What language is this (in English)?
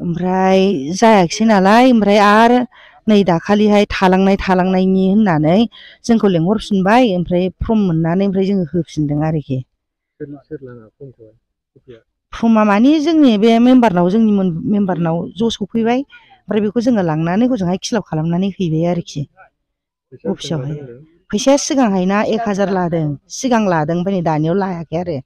Bodo